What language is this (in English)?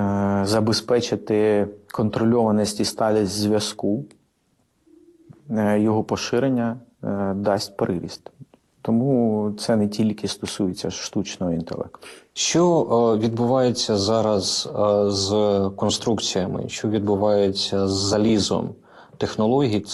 Ukrainian